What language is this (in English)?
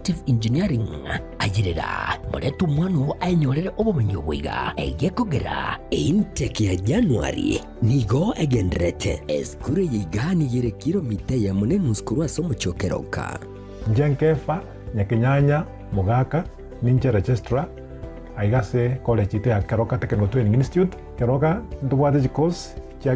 Gusii